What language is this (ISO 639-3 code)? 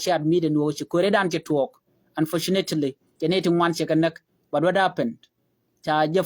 nus